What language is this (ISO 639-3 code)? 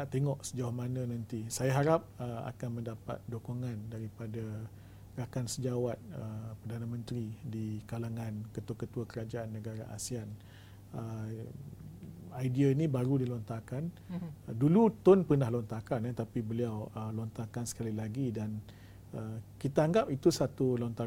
msa